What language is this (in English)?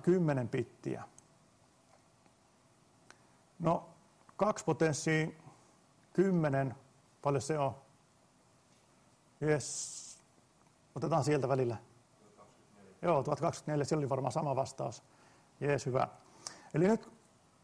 Finnish